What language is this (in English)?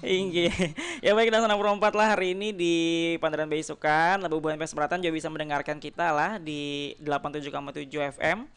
Banjar